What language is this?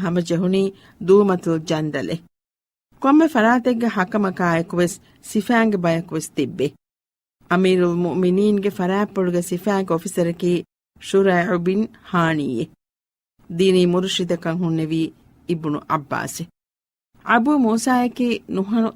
Divehi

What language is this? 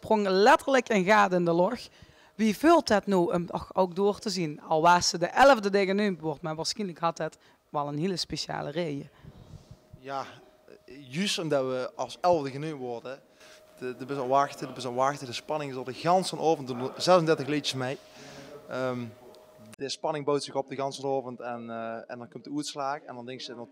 Limburgish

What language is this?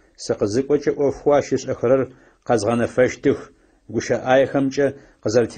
Adyghe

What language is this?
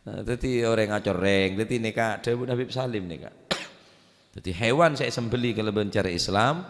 Madurese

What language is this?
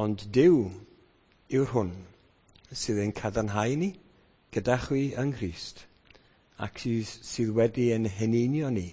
Welsh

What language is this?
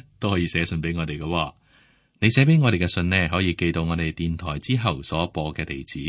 Cantonese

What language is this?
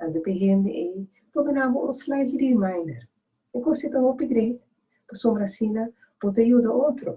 Papiamento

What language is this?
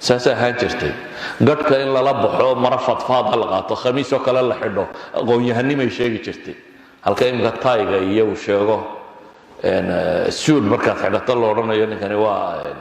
Somali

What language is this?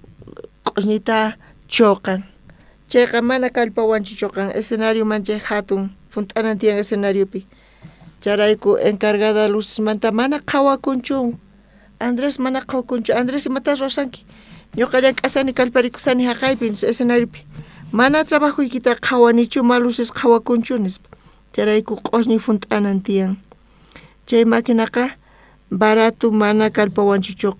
South Bolivian Quechua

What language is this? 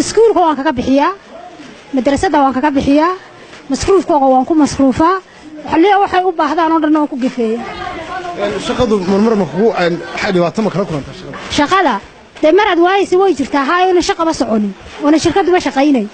Somali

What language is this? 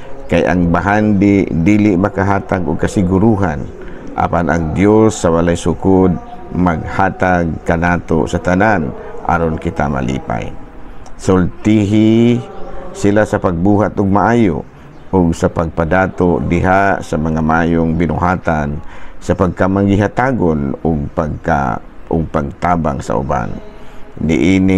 Cebuano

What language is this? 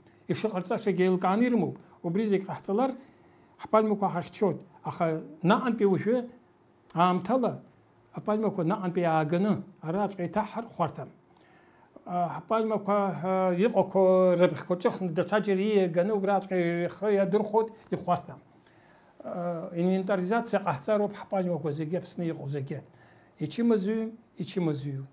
Abkhazian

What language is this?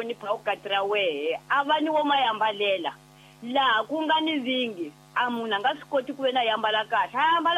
Tsonga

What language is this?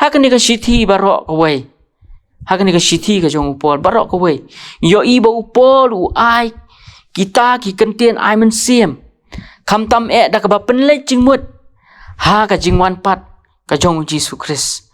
Khasi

